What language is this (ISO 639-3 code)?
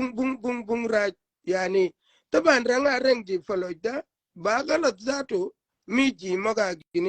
shk